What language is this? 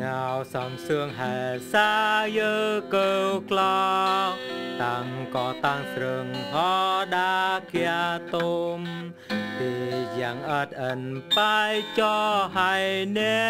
Eastern Bru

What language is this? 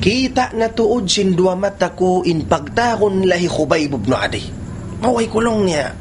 Tausug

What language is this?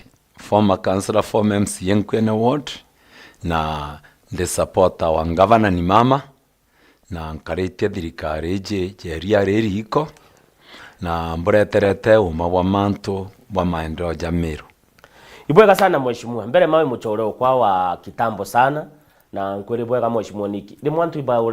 Meru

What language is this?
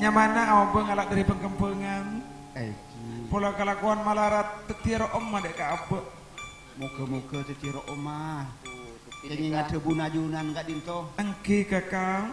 Madurese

